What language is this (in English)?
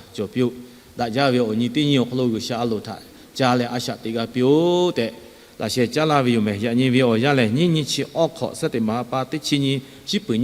Lahu